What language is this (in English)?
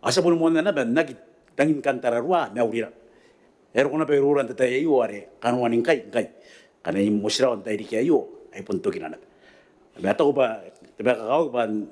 Gilbertese